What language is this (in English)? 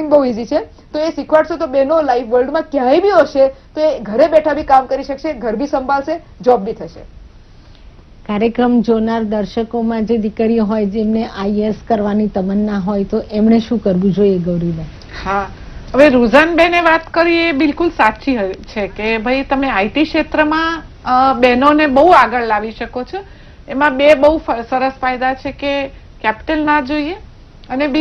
Gujarati